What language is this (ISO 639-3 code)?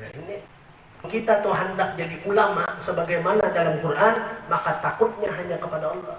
bjn